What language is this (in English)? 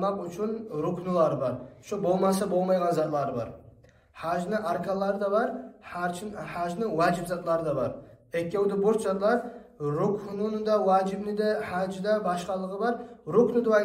Kumyk